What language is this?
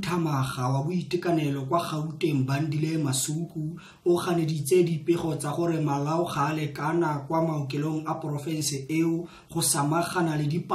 Tswana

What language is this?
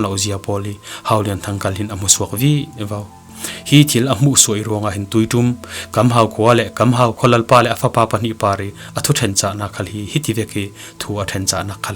Falam Chin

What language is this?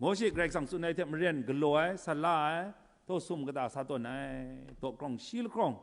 Kachin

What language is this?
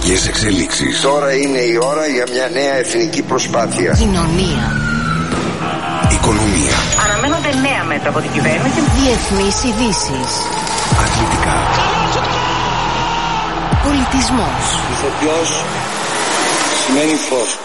Greek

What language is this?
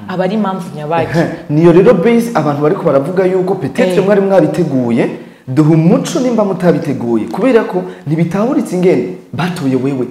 Rundi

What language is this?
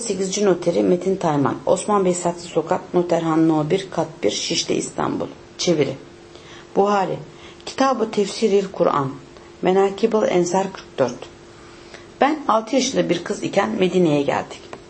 Turkish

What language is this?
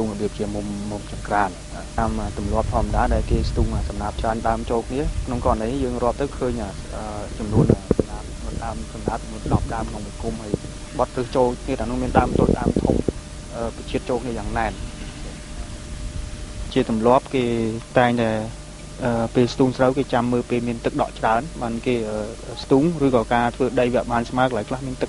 Khmer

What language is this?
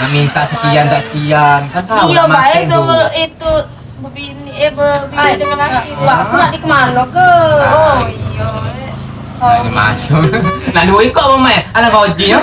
Musi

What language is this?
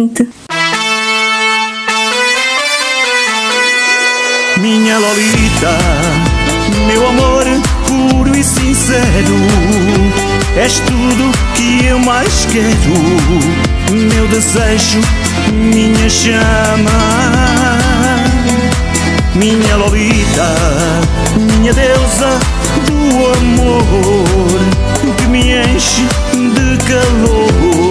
Portuguese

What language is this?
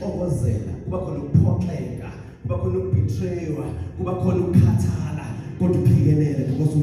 Zulu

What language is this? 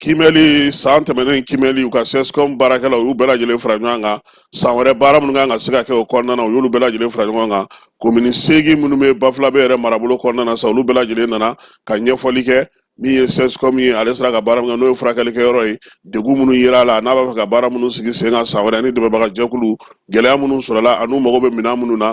Bambara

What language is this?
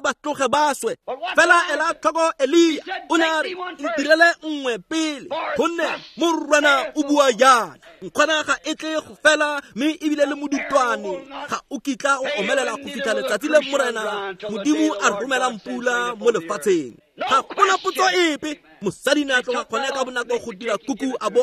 Tswana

